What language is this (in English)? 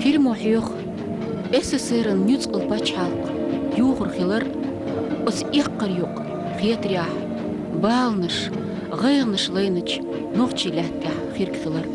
Chechen